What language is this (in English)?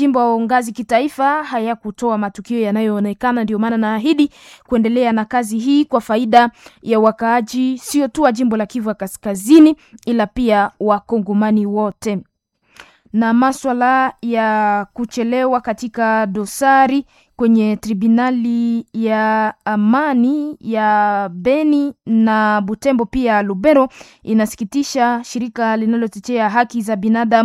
Swahili